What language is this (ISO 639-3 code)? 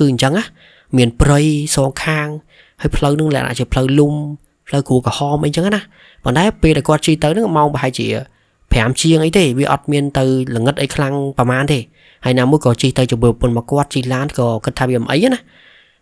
khm